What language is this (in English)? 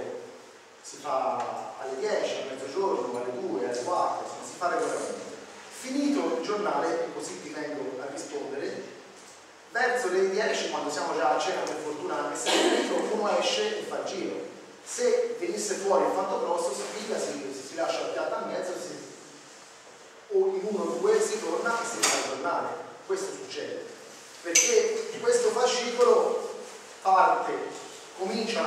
Italian